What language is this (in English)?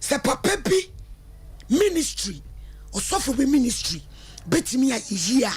Akan